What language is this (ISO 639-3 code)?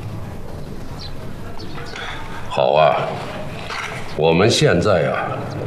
zho